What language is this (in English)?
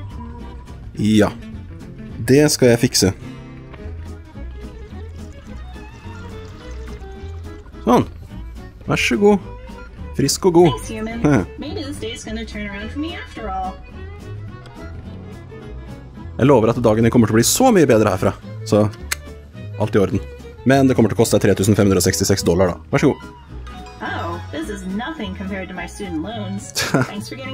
Norwegian